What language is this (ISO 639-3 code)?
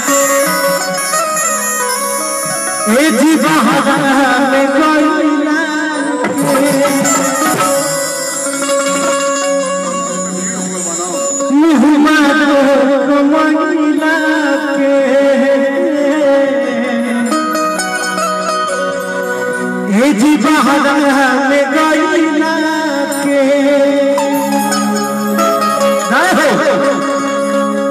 bho